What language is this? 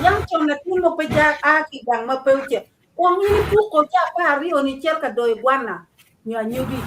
Acoli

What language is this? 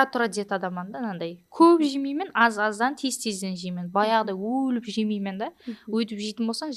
Kara-Kalpak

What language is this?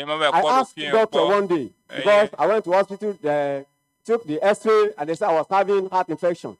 Ewe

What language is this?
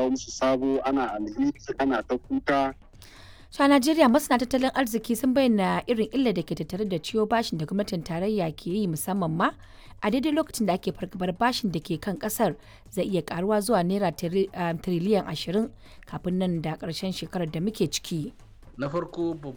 Hausa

